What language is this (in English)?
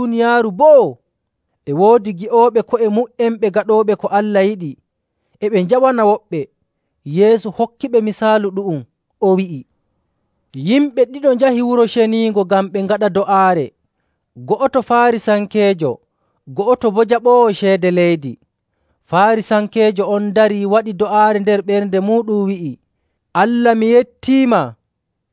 Nigerian Fulfulde